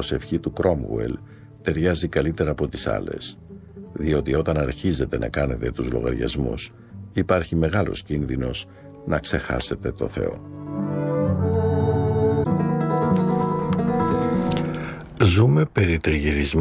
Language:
Greek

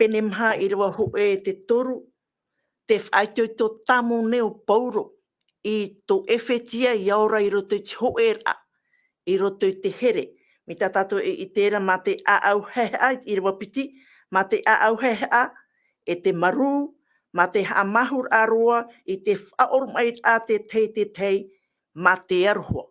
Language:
Tahitian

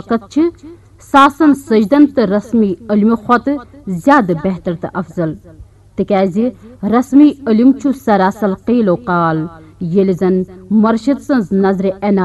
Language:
Kashmiri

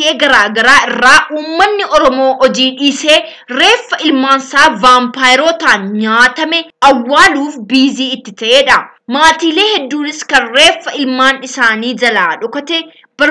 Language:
Oromo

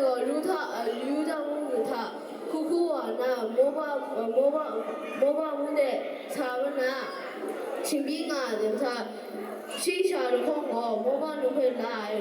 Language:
Kachin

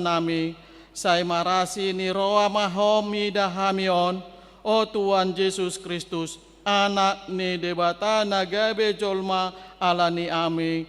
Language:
Batak Toba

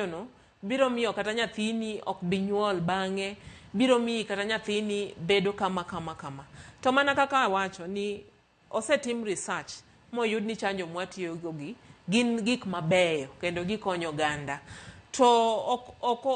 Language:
Luo (Kenya and Tanzania)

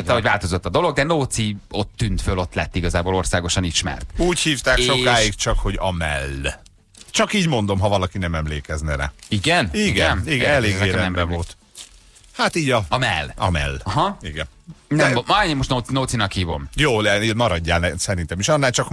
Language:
Hungarian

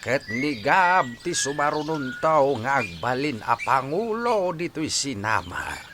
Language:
Iloko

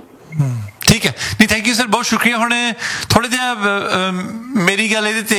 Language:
Punjabi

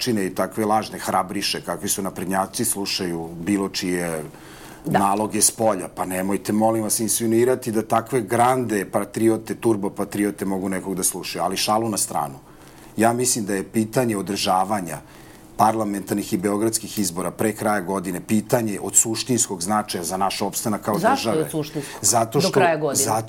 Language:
Serbian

